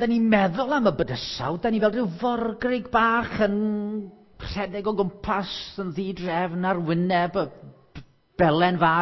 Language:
Welsh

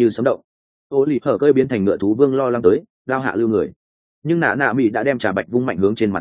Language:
Vietnamese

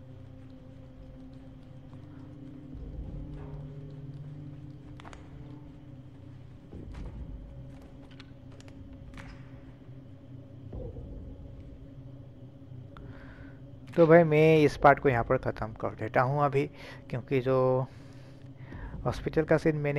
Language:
Hindi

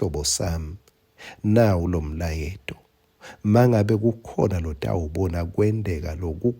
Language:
Swati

